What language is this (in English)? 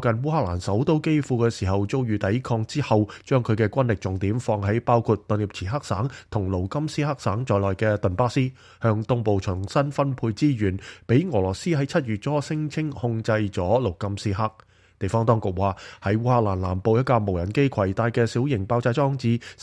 Cantonese